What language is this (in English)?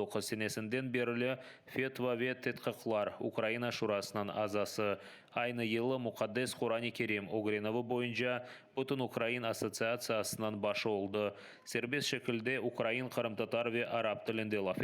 Crimean Tatar